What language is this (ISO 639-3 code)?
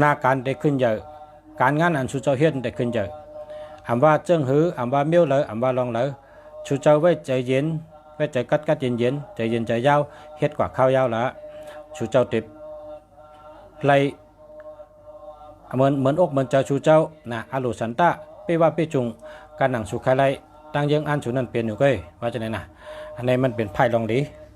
shn